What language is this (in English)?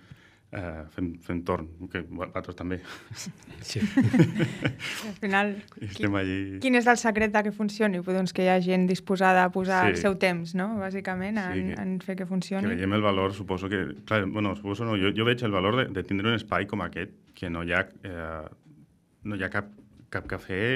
Catalan